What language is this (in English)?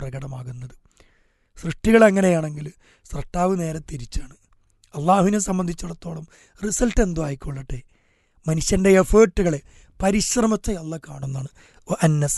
Malayalam